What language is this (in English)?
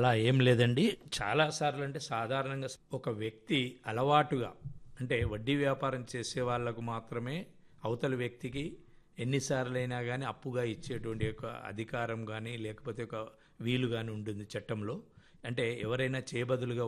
Telugu